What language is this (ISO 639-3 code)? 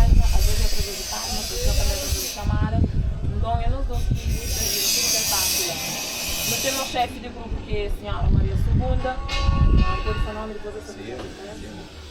kea